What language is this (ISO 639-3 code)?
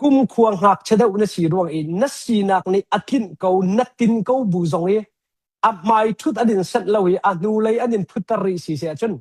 cnh